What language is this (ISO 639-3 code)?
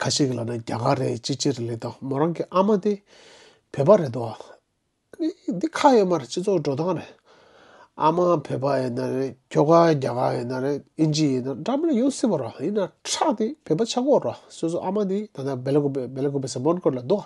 bod